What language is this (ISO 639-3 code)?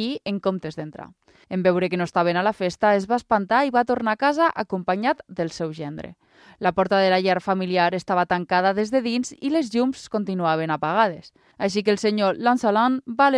cat